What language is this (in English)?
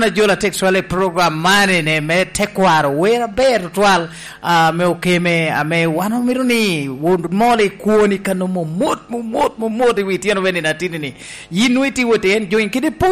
Lango (Uganda)